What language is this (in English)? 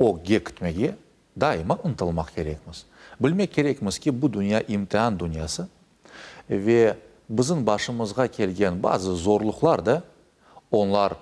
Crimean Tatar